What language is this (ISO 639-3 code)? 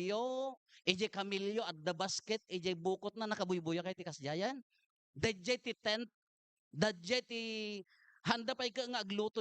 ilo